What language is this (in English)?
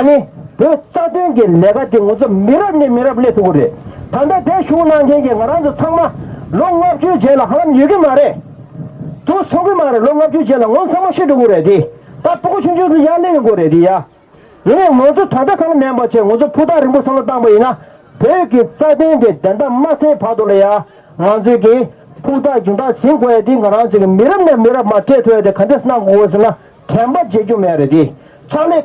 Tibetan